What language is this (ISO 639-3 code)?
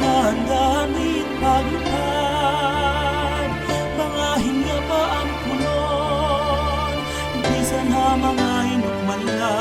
war